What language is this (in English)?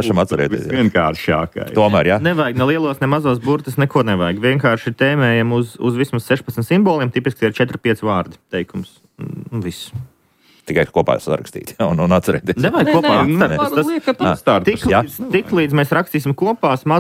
Latvian